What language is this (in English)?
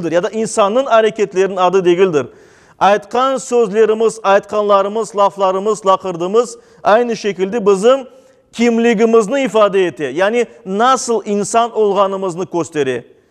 Crimean Tatar